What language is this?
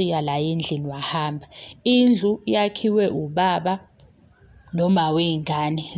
Zulu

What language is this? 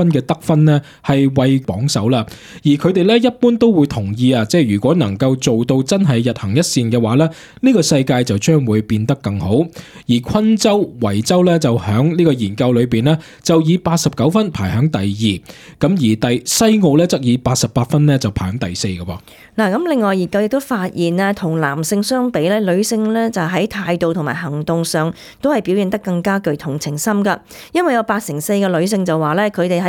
Cantonese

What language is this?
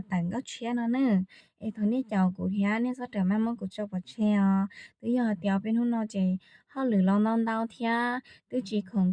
Hmong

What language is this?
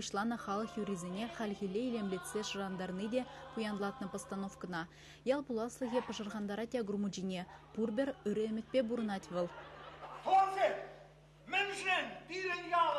Chuvash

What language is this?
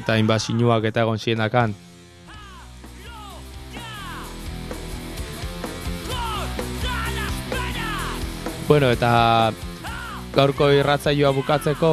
Basque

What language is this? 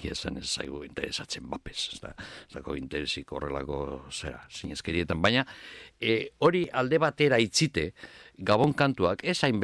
Basque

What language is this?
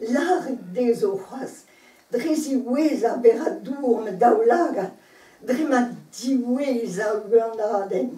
Breton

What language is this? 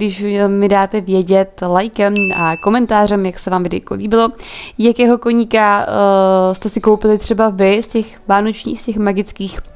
Czech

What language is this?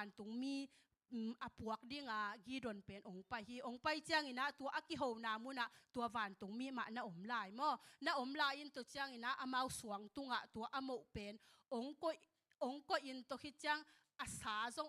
Tedim Chin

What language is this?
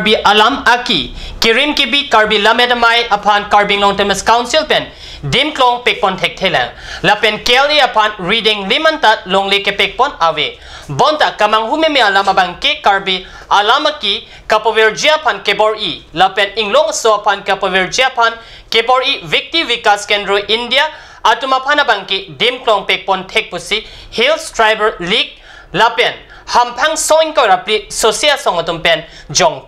Karbi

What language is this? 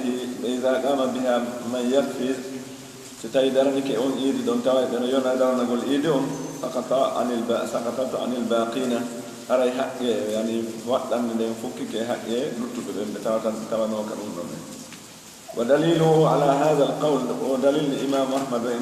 Pular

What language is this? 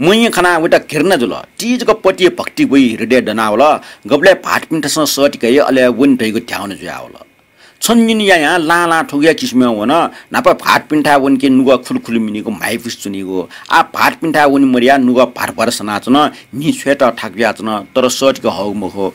Newari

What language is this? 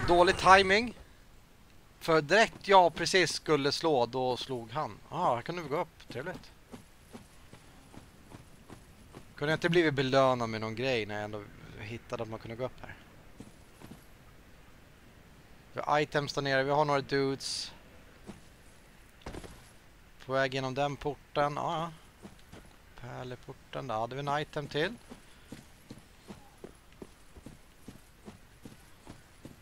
Swedish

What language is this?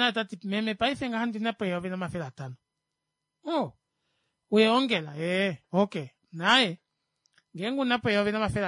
Kuanyama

